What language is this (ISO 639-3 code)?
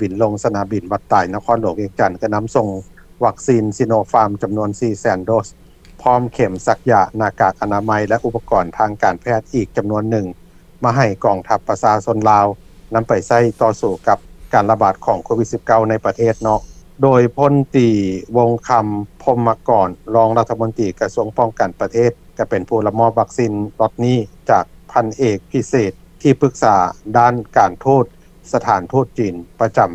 lao